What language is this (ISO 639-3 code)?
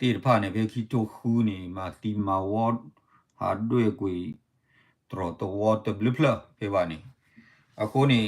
ksw